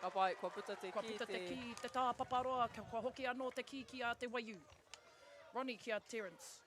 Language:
Māori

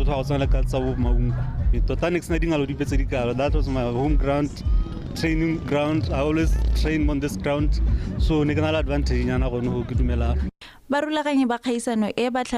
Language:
Tswana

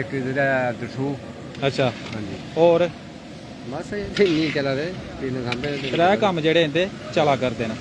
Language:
Dogri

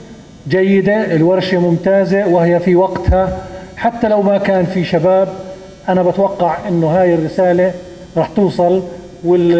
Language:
North Levantine Arabic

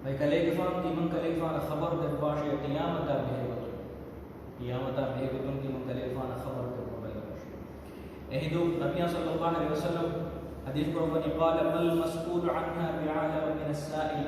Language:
Divehi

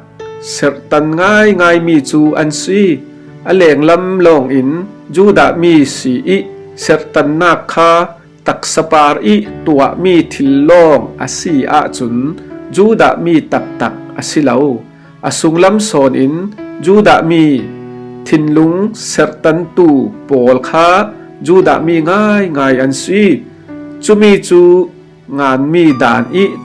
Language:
Falam Chin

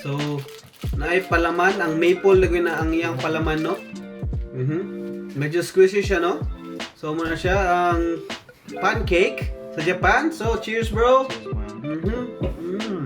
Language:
Cebuano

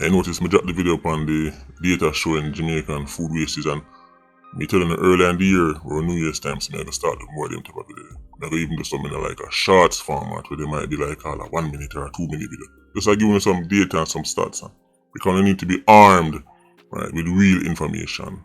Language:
Jamaican Creole English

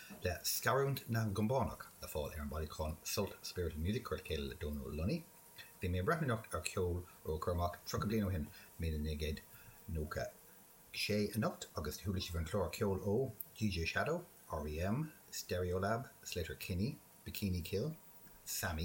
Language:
Irish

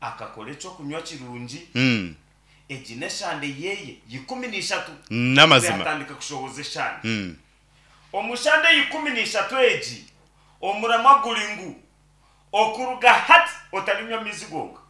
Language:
Nyankole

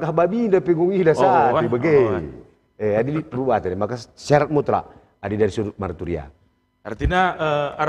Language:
Batak Karo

